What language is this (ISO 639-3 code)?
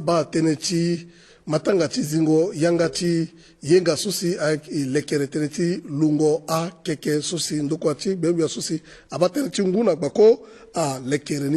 sag